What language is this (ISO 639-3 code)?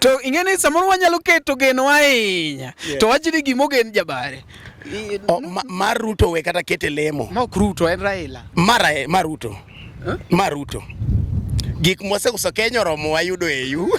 luo